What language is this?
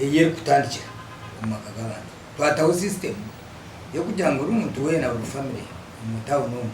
Nyankole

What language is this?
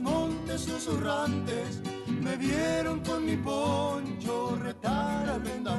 Guarani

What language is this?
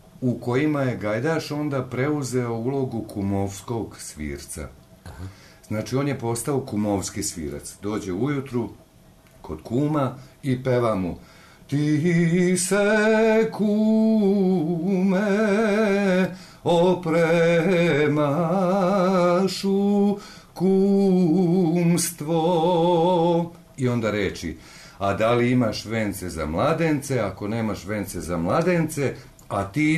Serbian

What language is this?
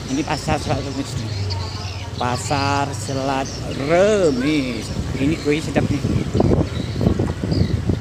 Malay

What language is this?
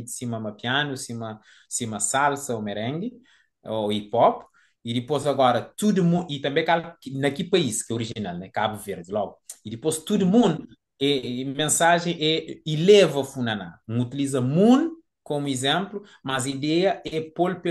Kabuverdianu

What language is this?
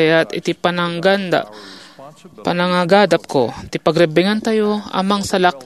Iloko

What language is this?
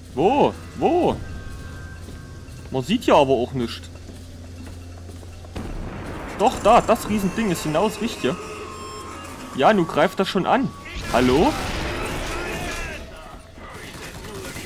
German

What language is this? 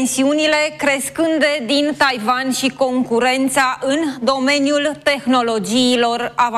Romanian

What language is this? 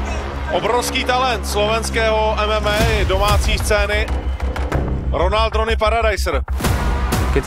Slovak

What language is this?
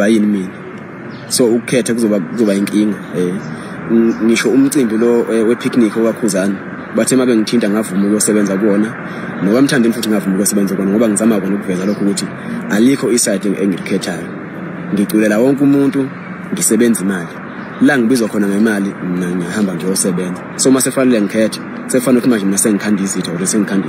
Zulu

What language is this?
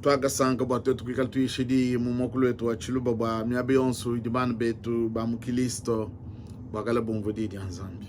Luba-Lulua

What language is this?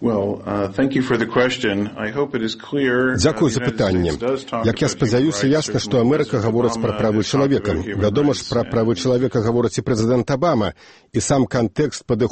Belarusian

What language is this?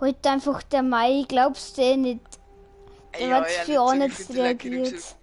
Bavarian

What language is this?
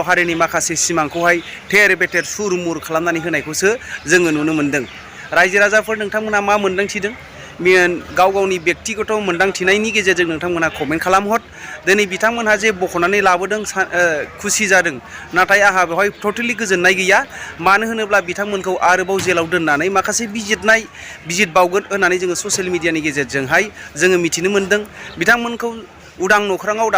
Bodo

